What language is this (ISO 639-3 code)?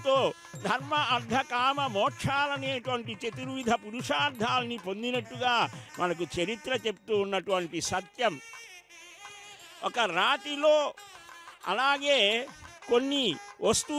tel